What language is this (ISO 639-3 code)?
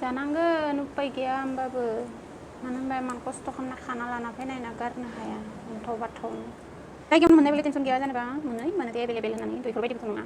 brx